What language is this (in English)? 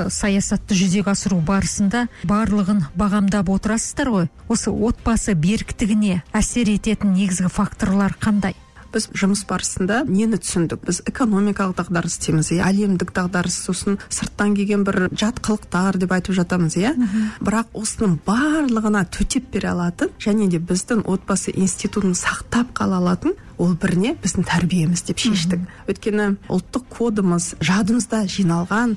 Kazakh